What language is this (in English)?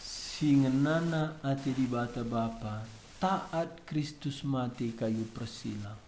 Batak Karo